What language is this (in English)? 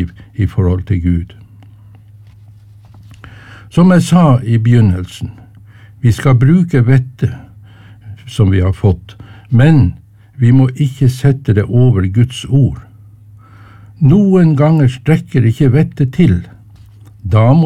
Norwegian